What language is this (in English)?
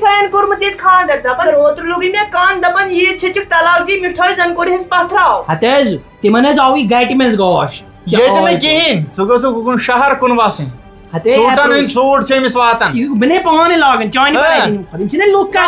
Kashmiri